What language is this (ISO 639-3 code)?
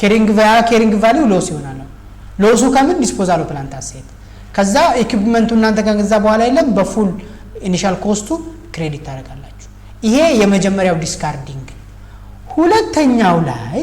amh